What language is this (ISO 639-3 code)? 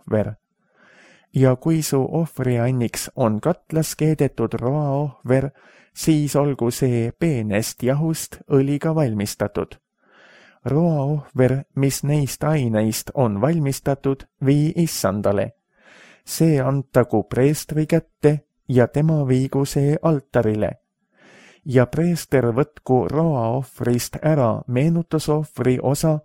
est